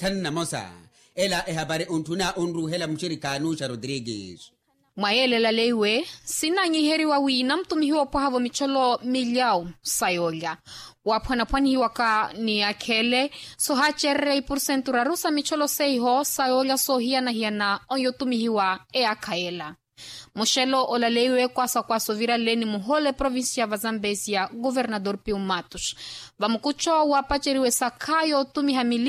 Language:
Makhuwa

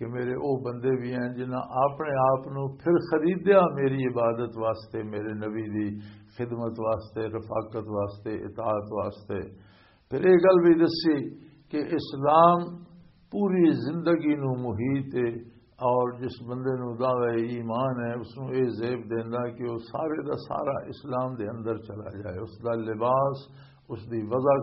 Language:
Western Panjabi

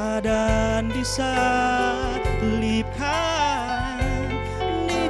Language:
Nias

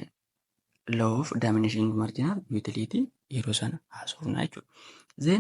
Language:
Oromo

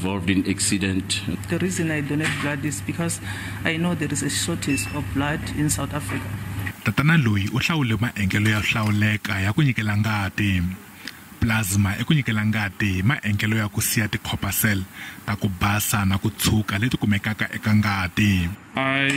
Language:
Tsonga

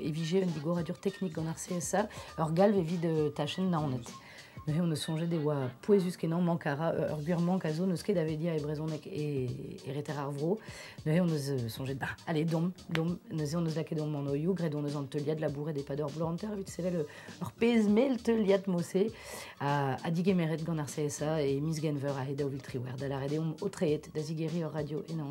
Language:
Breton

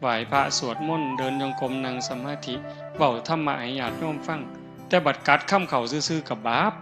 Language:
Northeastern Thai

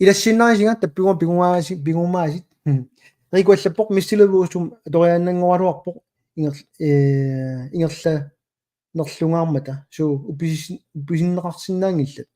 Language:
Kalaallisut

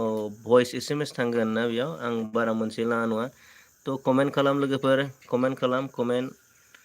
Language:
Bodo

